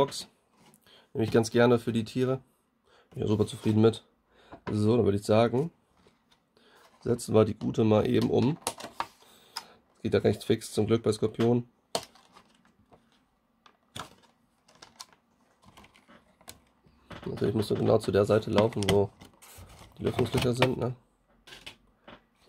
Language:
German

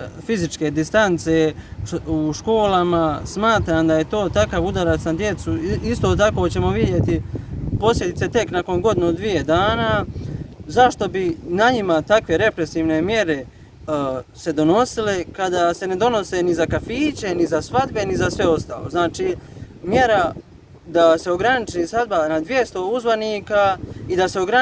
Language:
Bosnian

